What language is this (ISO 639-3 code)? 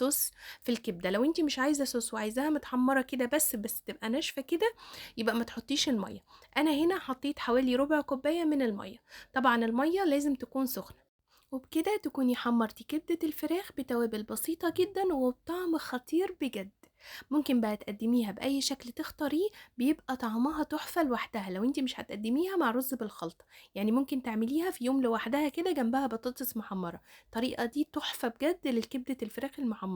arz